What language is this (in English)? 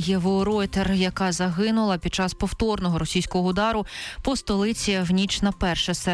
Ukrainian